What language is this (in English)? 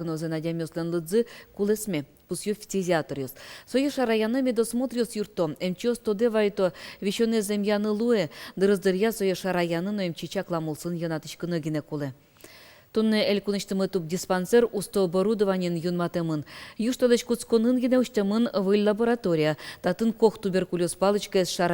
Udmurt